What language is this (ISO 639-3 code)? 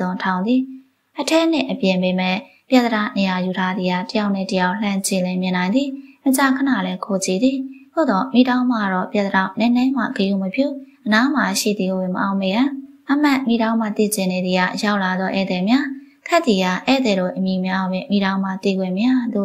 mya